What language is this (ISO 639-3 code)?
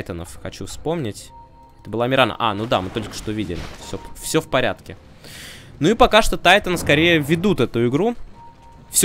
rus